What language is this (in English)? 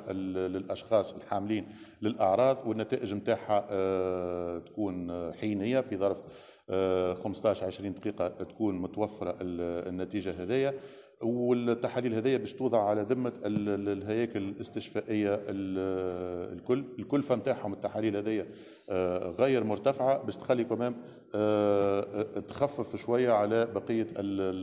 Tunisian Arabic